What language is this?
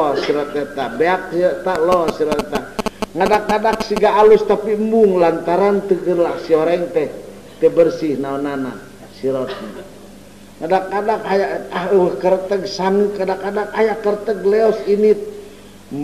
Sundanese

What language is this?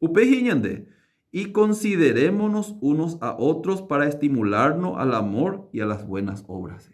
Guarani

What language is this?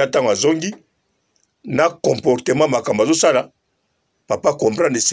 Lingala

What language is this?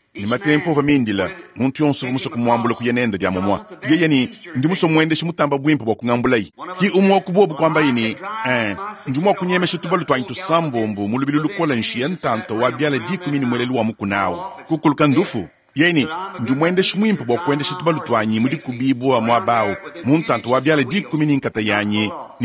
Luba-Lulua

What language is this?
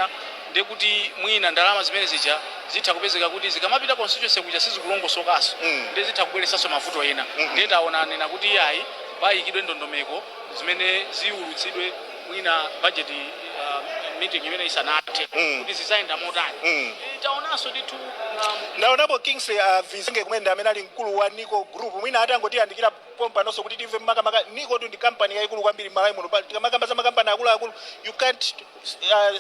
Nyanja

